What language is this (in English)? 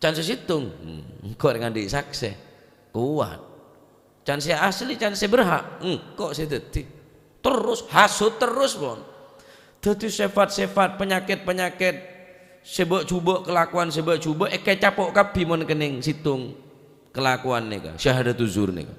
Madurese